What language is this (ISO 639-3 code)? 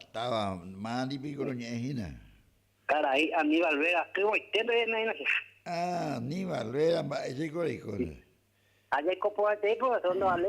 grn